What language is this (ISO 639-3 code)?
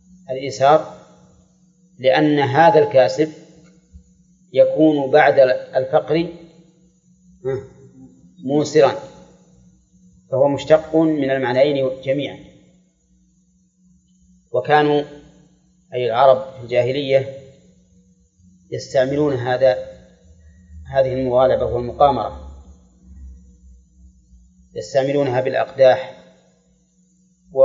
ara